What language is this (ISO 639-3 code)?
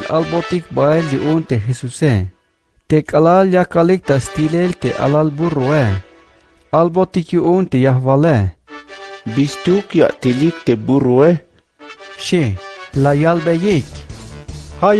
tzh